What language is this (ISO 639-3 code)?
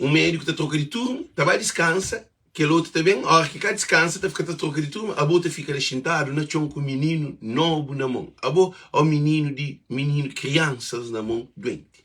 kea